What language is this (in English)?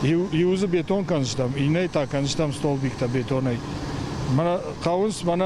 Ossetic